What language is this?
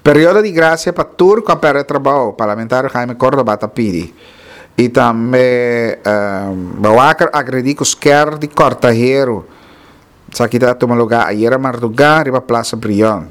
Papiamento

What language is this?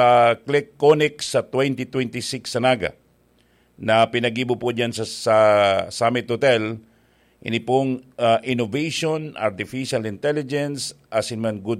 Bikol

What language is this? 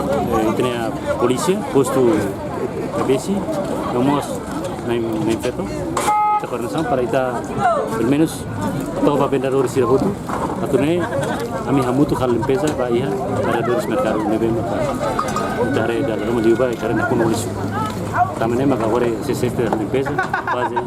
Tetum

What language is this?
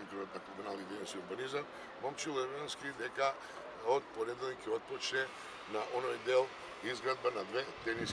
Macedonian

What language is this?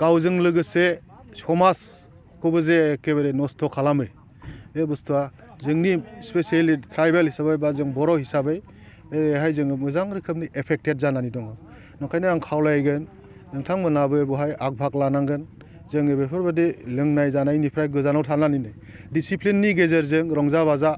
Bodo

